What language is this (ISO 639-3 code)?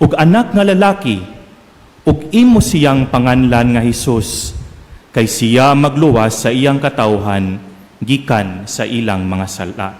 ceb